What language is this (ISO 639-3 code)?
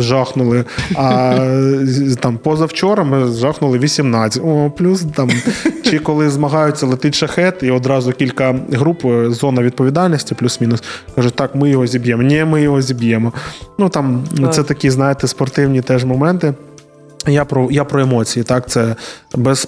ukr